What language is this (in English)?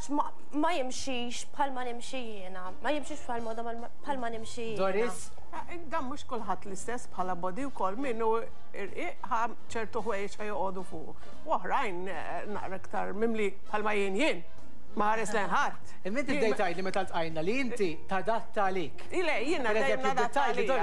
Maltese